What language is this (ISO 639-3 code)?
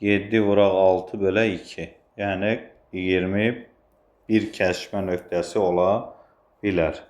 aze